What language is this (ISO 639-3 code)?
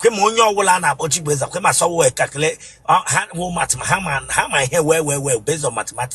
ibo